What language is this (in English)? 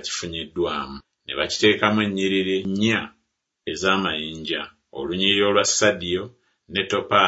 Ganda